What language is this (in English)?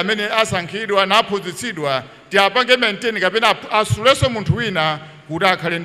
Nyanja